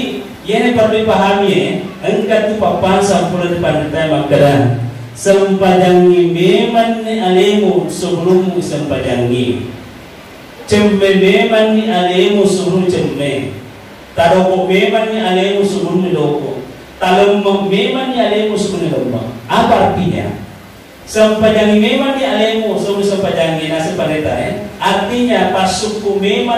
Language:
Buginese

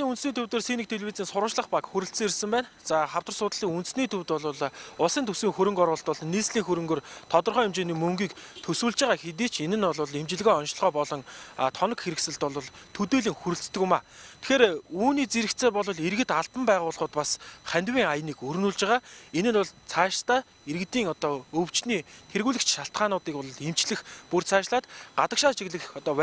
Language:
Mongolian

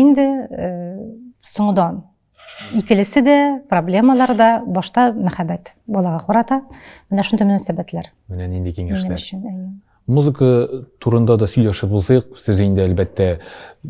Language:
Tatar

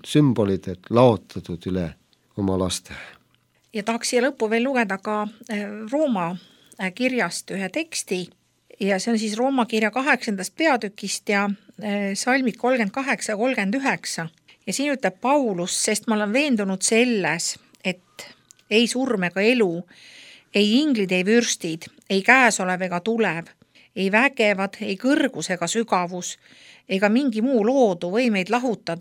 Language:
Estonian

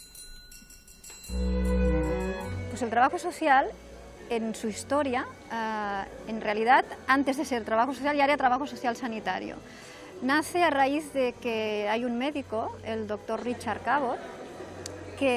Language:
Spanish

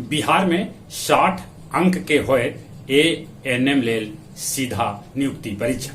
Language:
Magahi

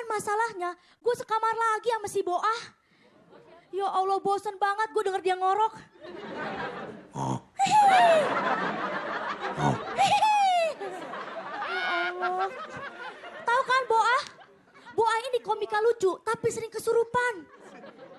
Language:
Indonesian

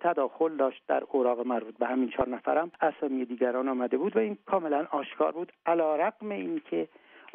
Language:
Persian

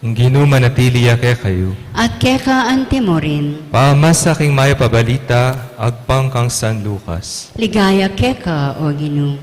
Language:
Pampanga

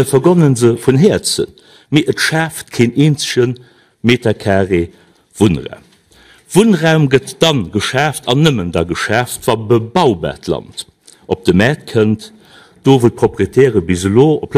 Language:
Luxembourgish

